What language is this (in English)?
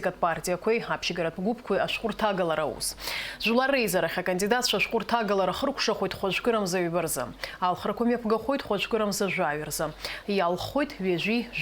Abkhazian